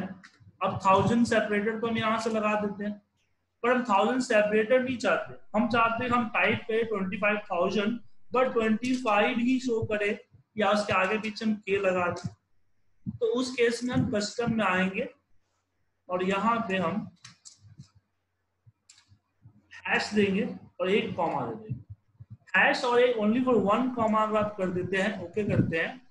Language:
Hindi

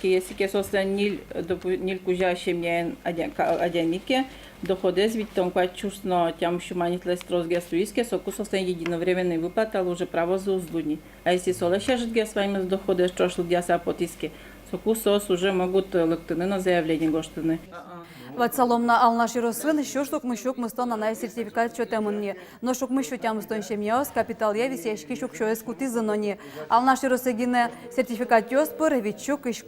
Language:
Udmurt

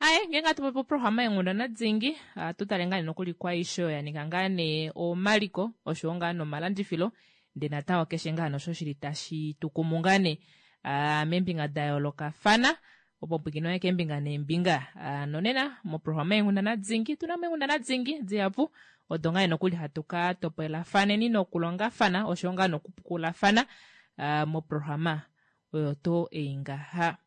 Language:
Kuanyama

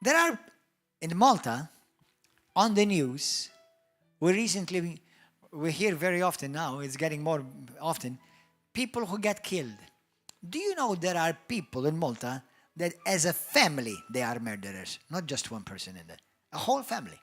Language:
English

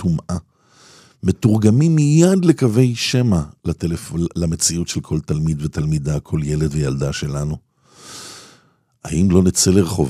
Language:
Hebrew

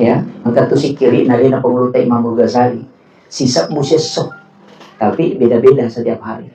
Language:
Buginese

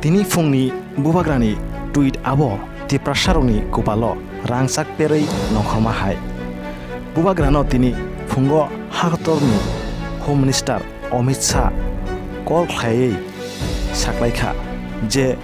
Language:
Kok Borok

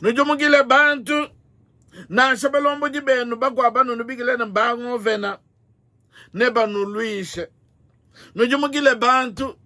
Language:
Luba-Lulua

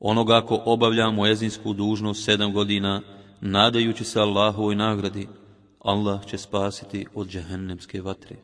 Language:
Bosnian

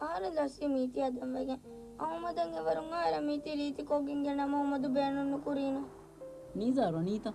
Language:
Divehi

